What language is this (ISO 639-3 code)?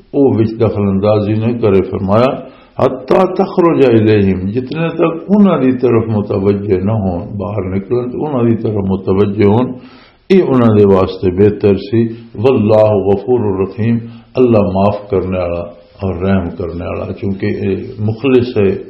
lah